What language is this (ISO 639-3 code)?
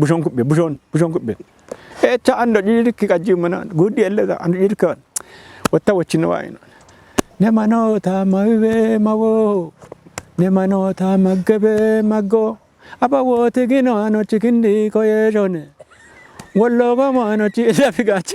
kbr